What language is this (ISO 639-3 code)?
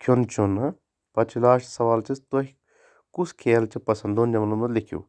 kas